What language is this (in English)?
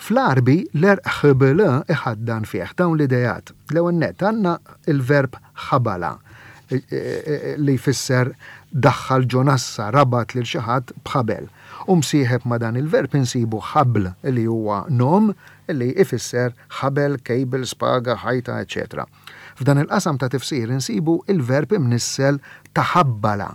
Maltese